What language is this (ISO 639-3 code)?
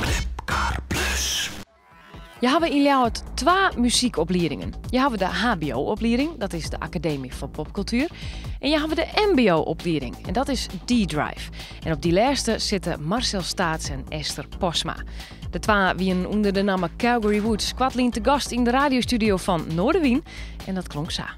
fry